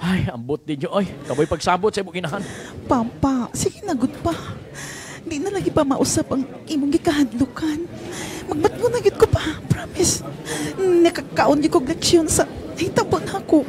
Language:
Cebuano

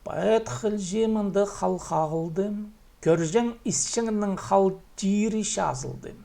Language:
Khakas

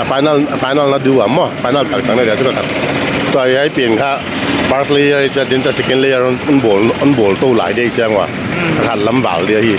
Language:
Paite Chin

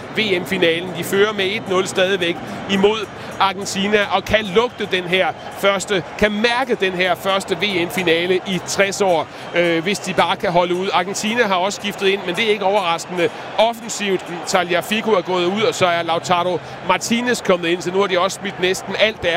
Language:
Danish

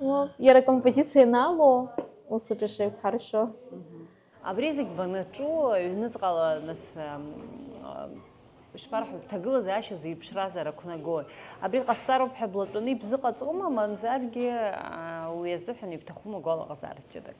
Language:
Abkhazian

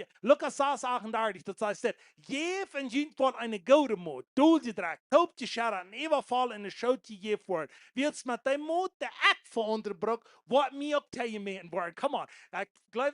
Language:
Plautdietsch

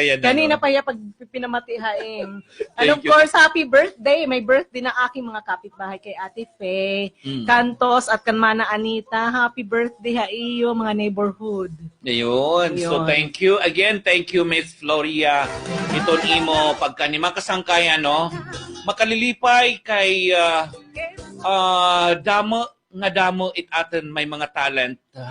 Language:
Waray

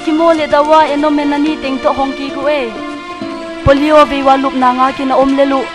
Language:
Paite Chin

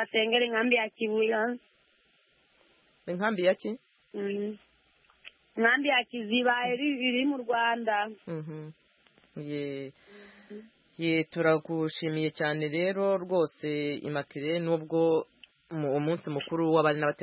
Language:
Kinyarwanda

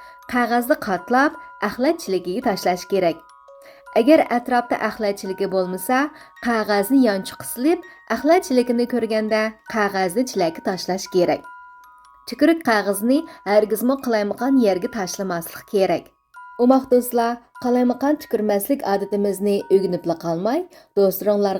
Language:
Uyghur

